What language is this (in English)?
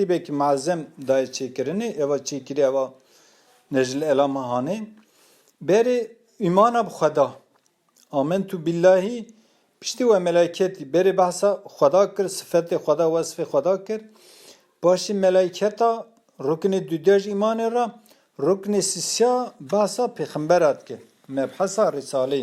Kurdish